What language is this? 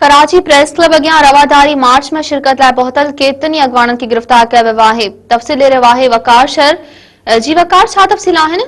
Sindhi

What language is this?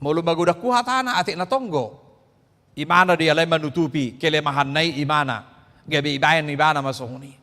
Batak Toba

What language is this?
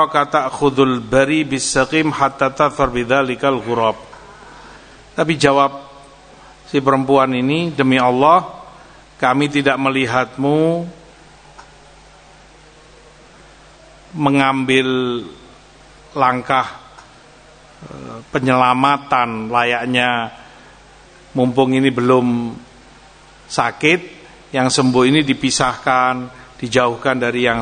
Indonesian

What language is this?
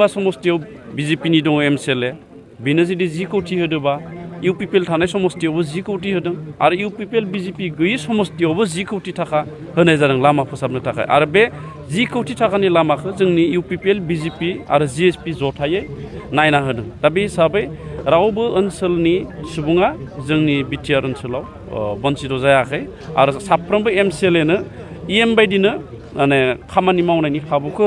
Bodo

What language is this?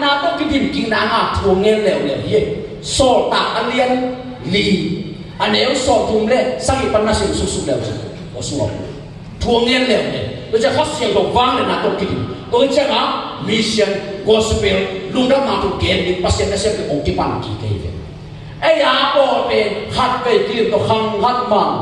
Tedim Chin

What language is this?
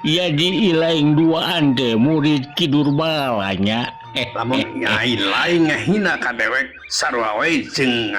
Sundanese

